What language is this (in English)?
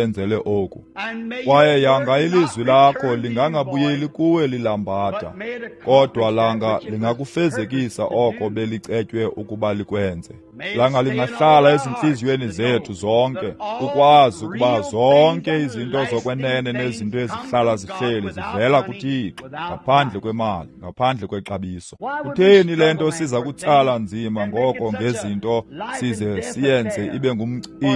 Xhosa